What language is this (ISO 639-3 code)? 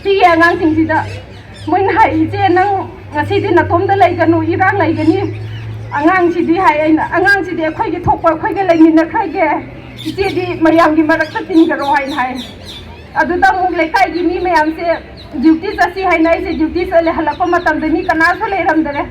mni